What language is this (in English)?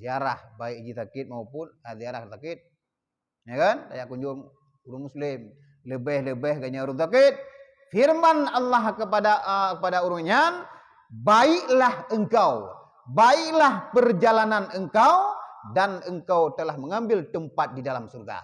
Achinese